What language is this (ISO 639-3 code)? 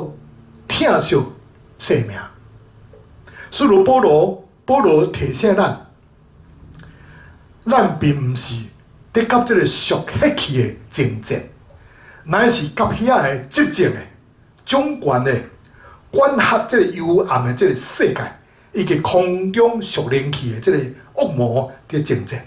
nan